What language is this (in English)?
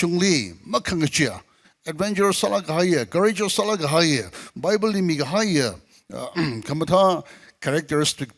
Tangkhul Naga (India)